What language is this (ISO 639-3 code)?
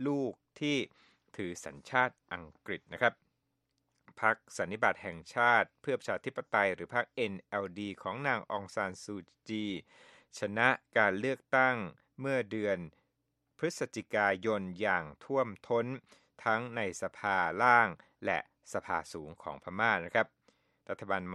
tha